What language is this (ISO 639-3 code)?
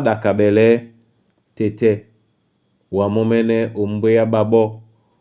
dua